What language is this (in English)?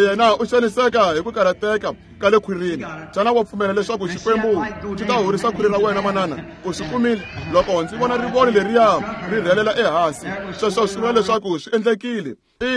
Tsonga